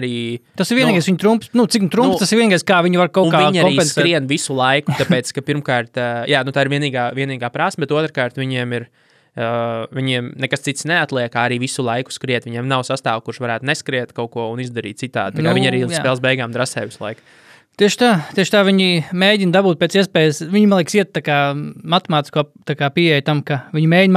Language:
Latvian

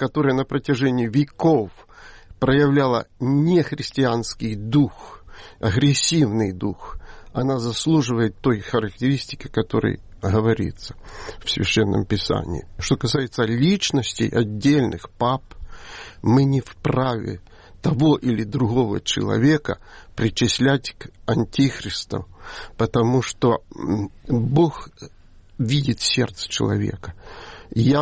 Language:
Russian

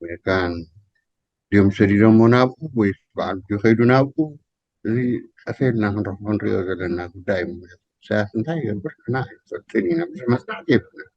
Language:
Tigrinya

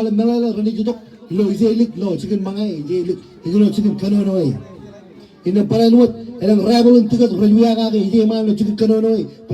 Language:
Marshallese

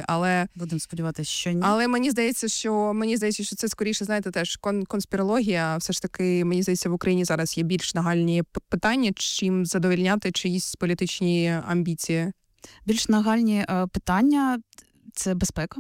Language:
Ukrainian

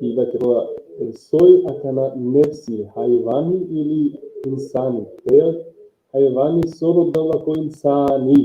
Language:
Balkan Romani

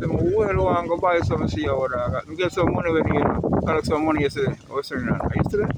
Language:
Jamaican Creole English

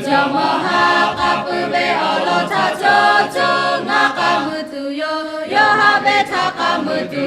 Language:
Lahu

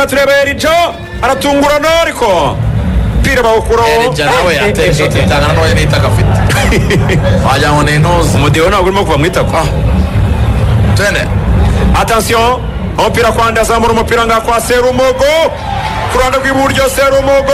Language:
Kinyarwanda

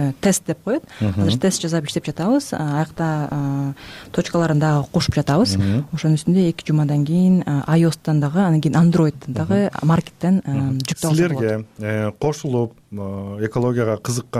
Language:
Kyrgyz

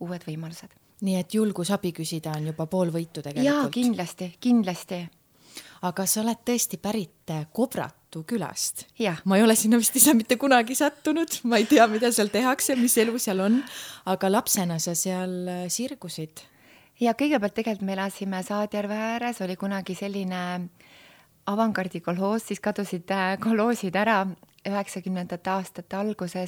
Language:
Estonian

